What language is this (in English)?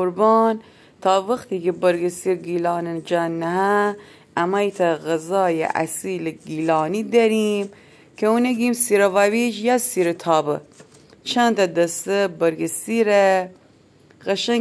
Gilaki